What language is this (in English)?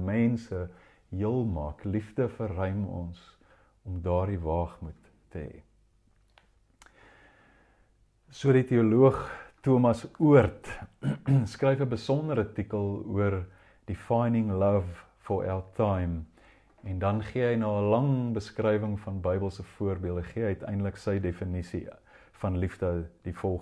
Afrikaans